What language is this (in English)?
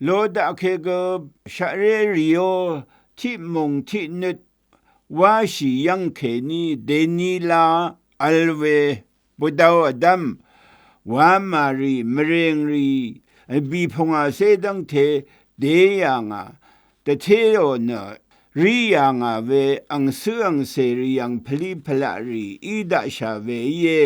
Rawang